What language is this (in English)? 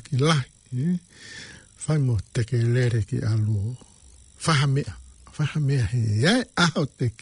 Tongan